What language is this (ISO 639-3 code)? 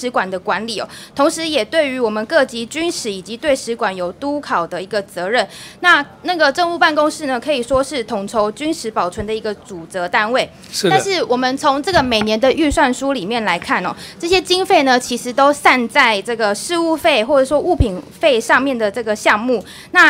zho